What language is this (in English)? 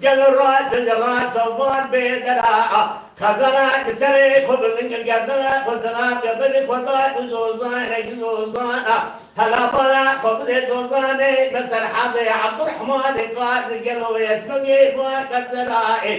Kurdish